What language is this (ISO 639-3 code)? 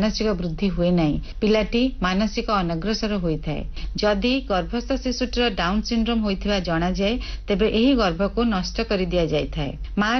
ori